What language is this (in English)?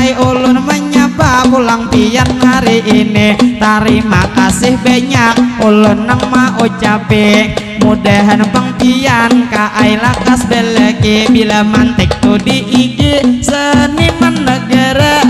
Banjar